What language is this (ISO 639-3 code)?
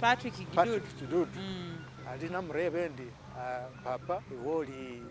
myx